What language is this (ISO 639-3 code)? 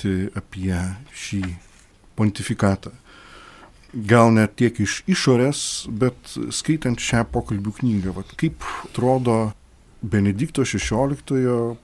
lit